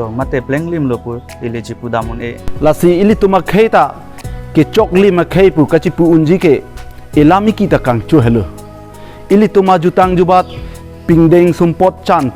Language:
Karbi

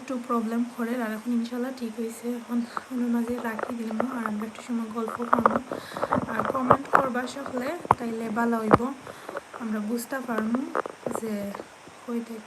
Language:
Sylheti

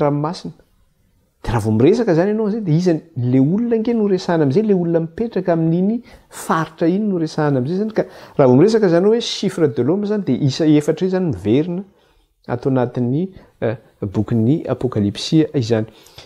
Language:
Malagasy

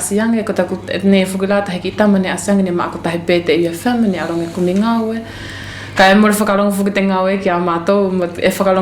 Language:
Wallisian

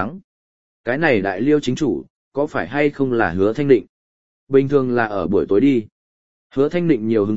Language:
Vietnamese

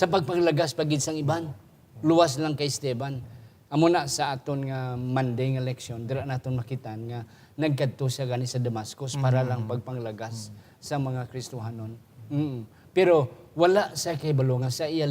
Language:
Hiligaynon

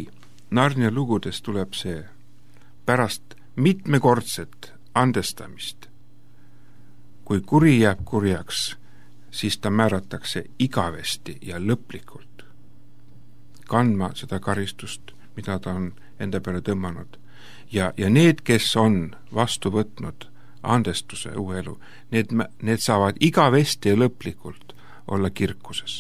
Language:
Estonian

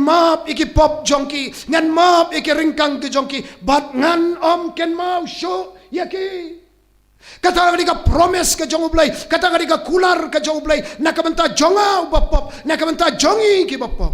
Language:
Khasi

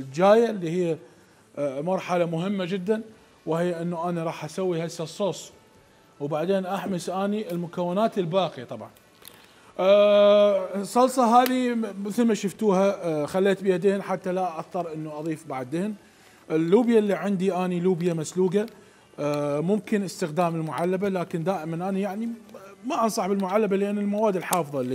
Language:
Mesopotamian Arabic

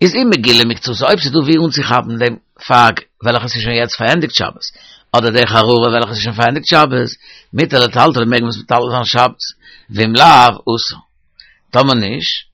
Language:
Yiddish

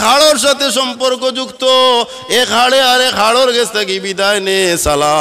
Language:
Sylheti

